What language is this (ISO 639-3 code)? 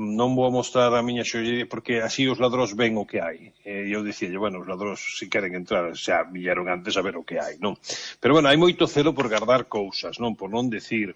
glg